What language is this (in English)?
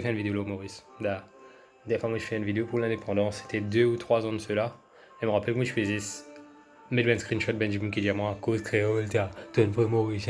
Morisyen